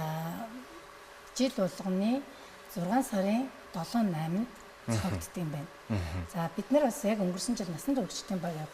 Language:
Mongolian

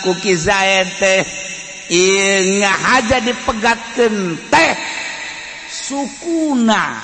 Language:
Sundanese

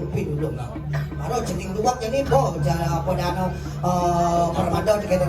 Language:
Balinese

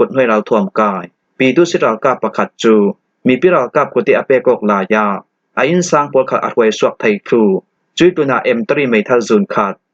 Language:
Falam Chin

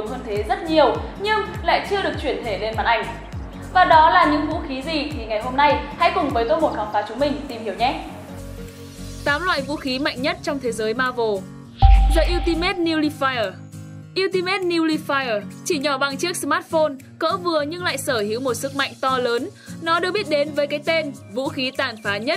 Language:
Vietnamese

